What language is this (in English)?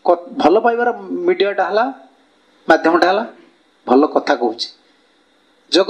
Odia